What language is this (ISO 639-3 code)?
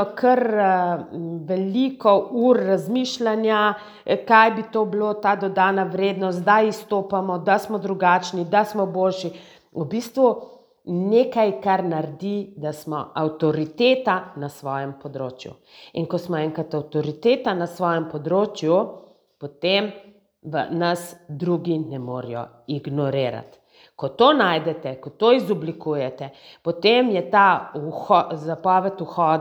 slv